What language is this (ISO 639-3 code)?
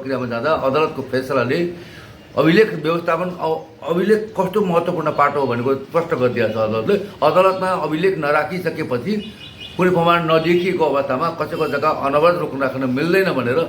nep